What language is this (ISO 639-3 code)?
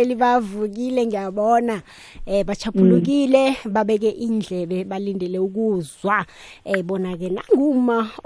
nbl